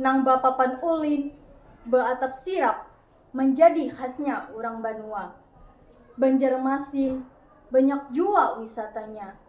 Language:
Banjar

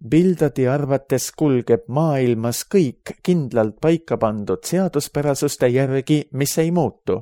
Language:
Estonian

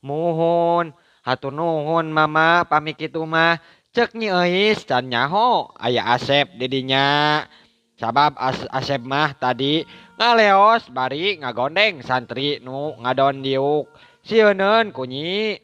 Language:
Sundanese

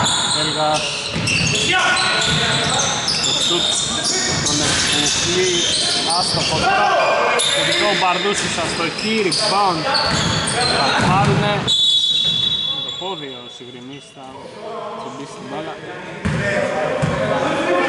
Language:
Greek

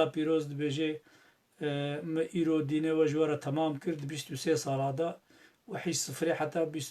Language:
Kurdish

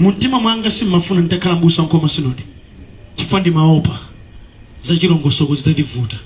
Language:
Nyanja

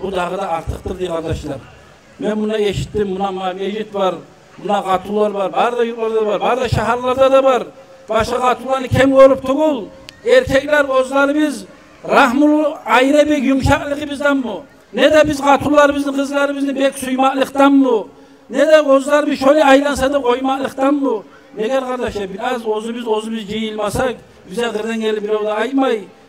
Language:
Kumyk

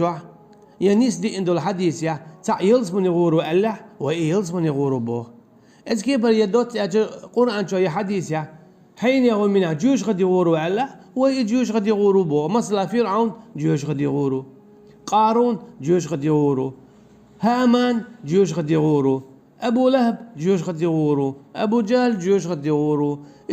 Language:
Chechen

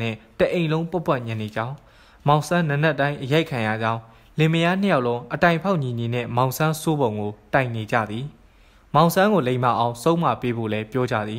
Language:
Burmese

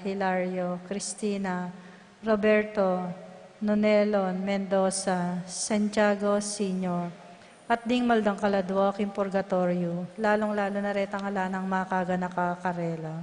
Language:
Pampanga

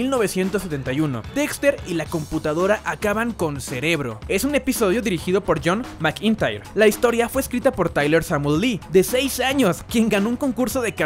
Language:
Spanish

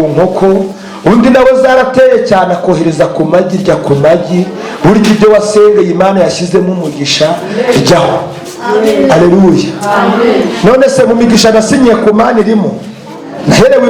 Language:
Kinyarwanda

